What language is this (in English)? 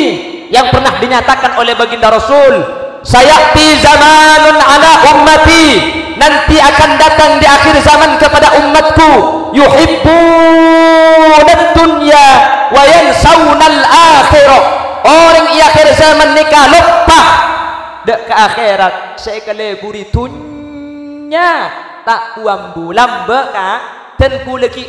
Madurese